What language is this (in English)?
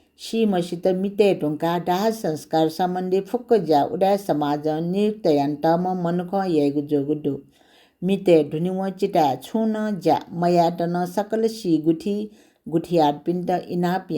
Newari